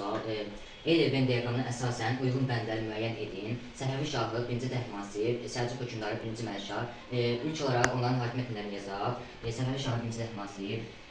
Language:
Azerbaijani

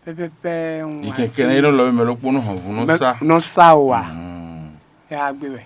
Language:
Fon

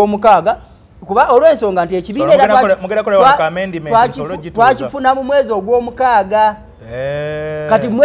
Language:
Ganda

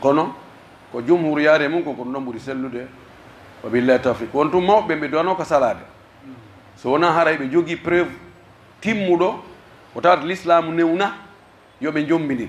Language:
Pular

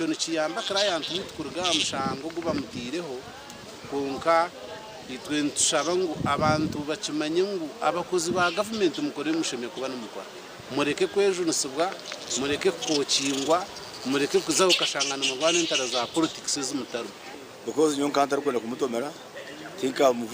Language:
Nyankole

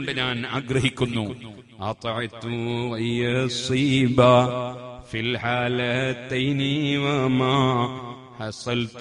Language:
Malayalam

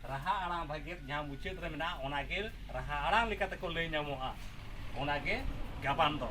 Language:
Santali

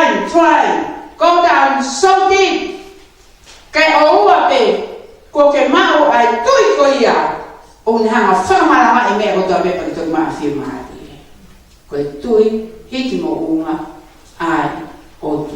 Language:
Tongan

